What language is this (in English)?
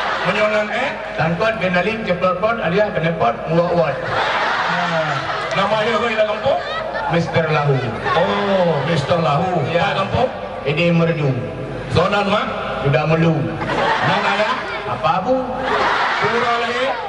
Achinese